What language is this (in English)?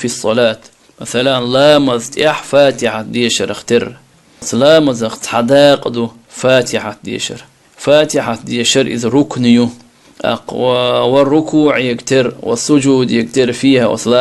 Chechen